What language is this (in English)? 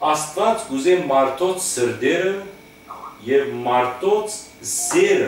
Western Armenian